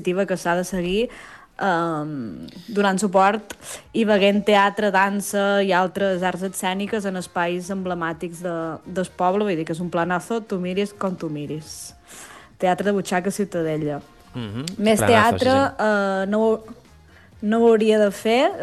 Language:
Catalan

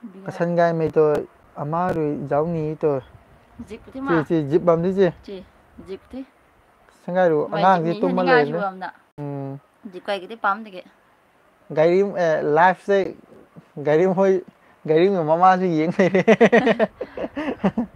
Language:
Manipuri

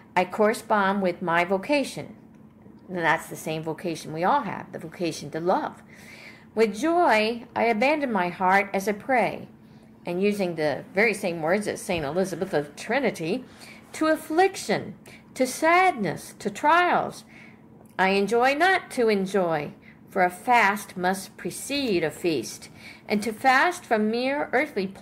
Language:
English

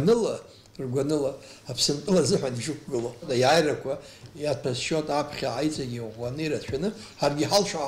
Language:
Abkhazian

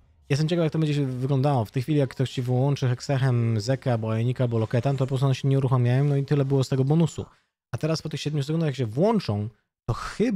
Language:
Polish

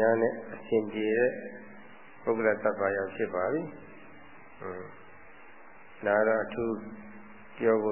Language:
Burmese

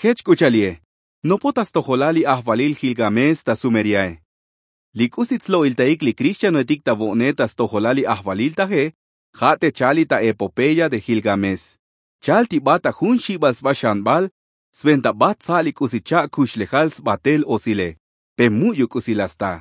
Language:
Tzotzil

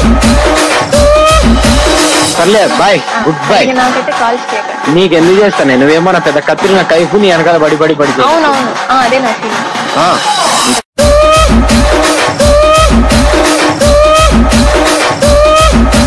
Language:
Telugu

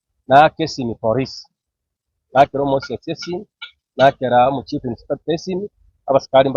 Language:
Gusii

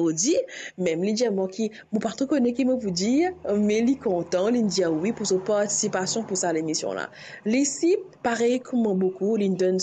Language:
Morisyen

